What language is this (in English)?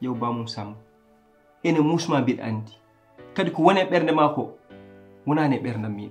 Fula